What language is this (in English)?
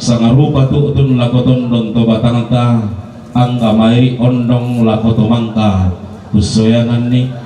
Toraja-Sa'dan